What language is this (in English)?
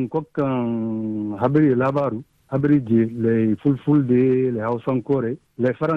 Fula